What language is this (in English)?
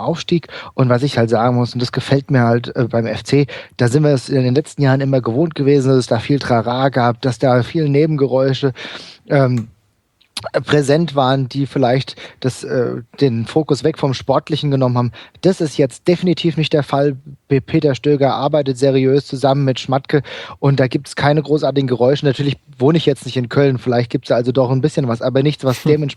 German